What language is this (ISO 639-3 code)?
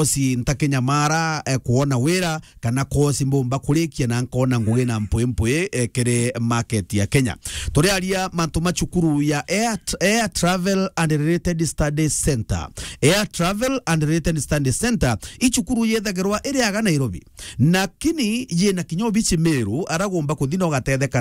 mer